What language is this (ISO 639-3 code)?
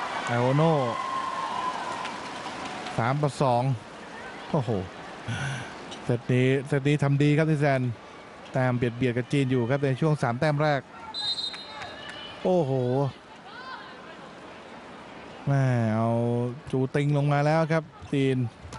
tha